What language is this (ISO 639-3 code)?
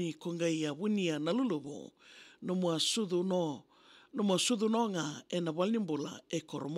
fij